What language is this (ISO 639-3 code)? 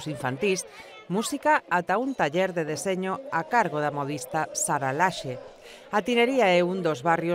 glg